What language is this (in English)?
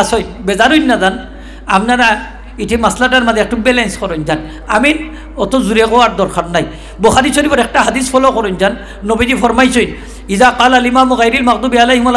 Sylheti